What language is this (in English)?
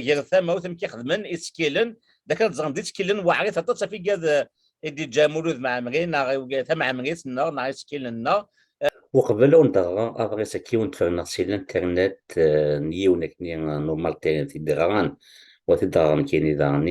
Kabyle